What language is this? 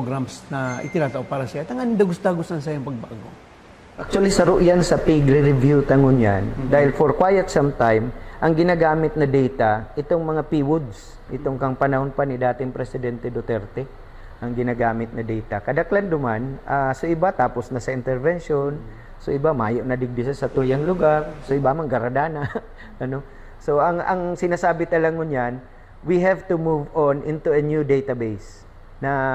Bikol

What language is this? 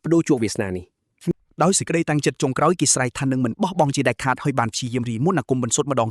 Khmer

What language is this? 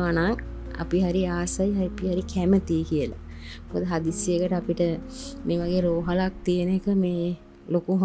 Sinhala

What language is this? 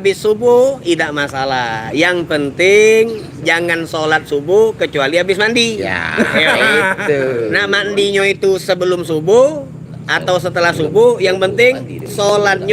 Musi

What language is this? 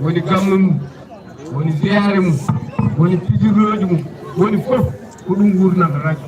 Fula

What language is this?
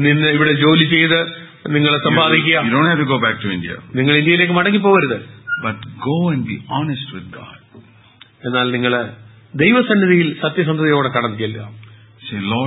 Malayalam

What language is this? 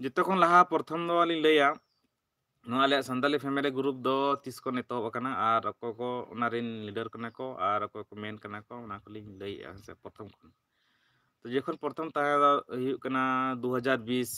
Santali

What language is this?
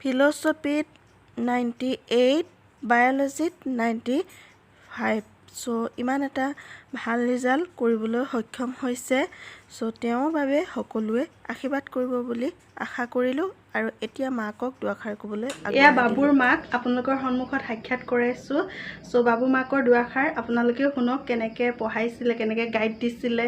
Assamese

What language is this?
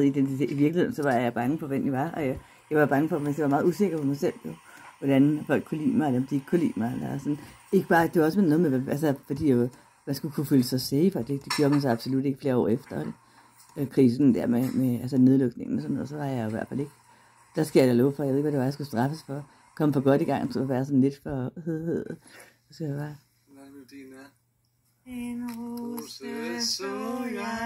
Danish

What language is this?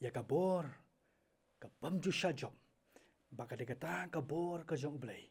Khasi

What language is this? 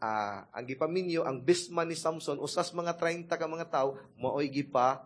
Cebuano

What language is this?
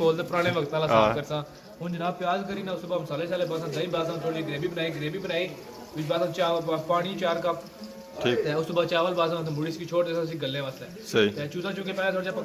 Pahari-Potwari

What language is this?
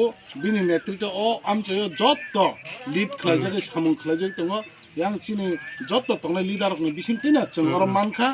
Kok Borok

